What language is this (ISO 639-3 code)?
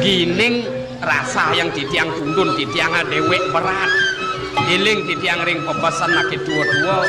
ban